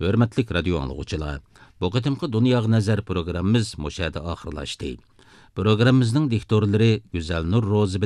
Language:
Uyghur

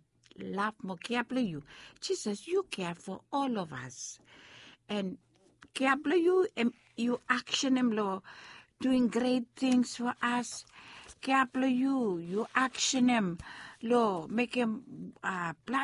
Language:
Bislama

